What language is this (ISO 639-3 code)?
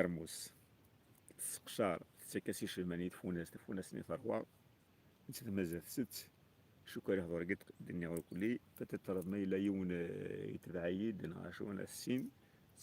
kab